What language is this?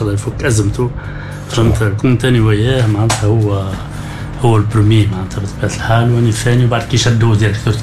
Tunisian Arabic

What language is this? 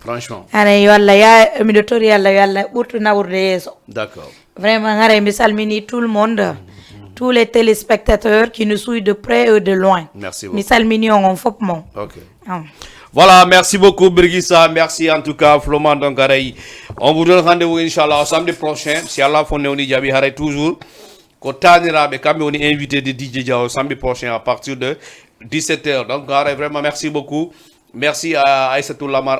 Fula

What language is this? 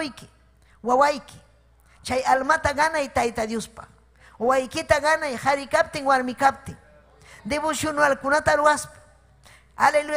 Ayacucho Quechua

